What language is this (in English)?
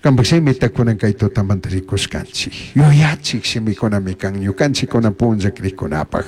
Chimborazo Highland Quichua